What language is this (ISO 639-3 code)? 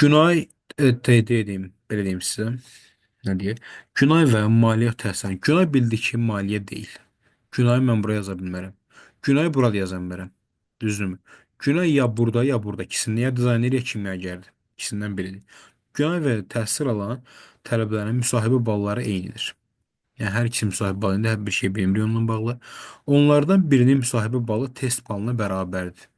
aze